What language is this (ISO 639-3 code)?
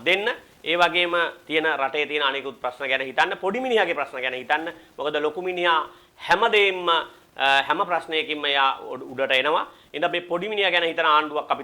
sin